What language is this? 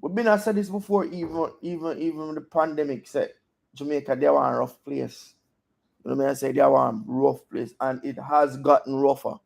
Jamaican Creole English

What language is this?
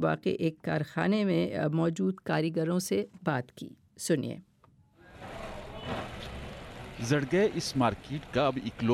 Urdu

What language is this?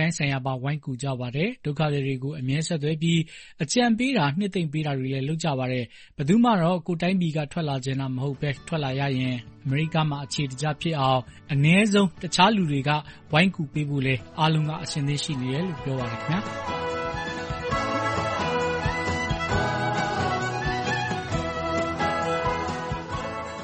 Burmese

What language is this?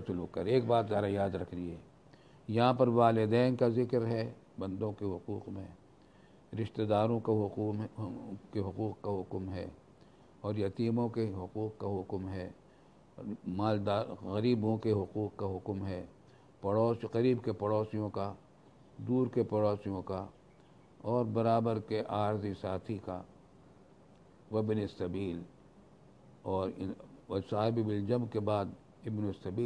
Urdu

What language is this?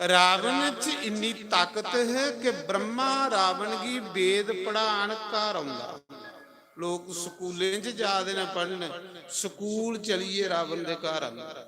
Dogri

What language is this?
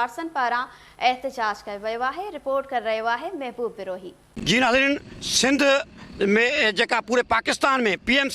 Sindhi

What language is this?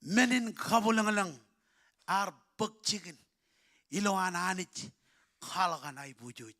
Marshallese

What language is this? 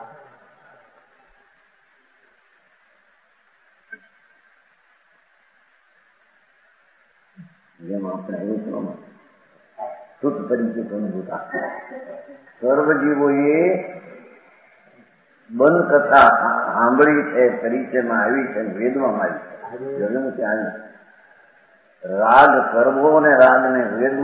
Gujarati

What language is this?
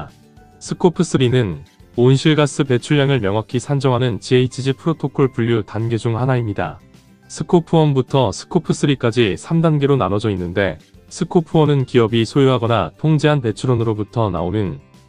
Korean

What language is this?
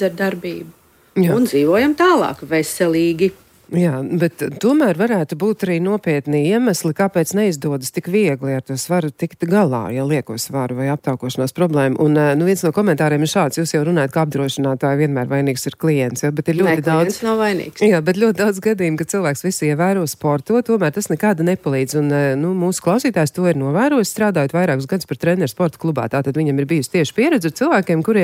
Latvian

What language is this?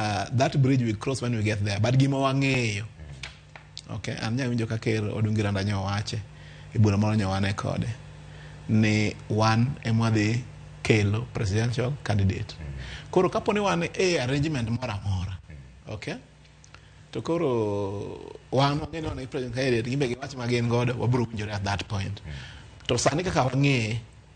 Luo (Kenya and Tanzania)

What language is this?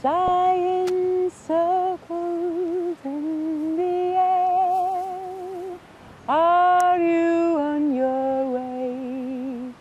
Western Frisian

